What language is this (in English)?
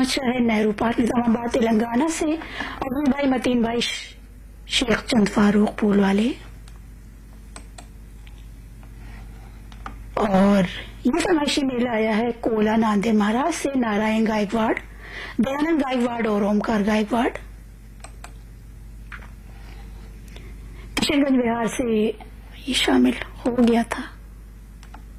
Hindi